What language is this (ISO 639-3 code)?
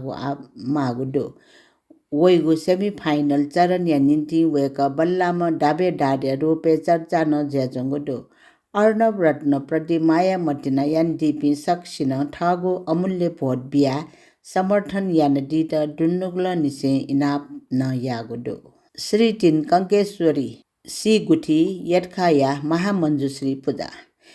new